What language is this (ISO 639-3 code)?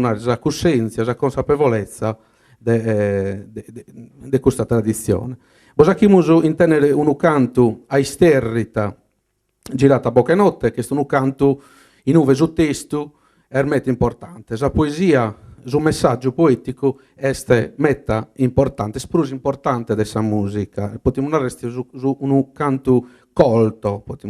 srd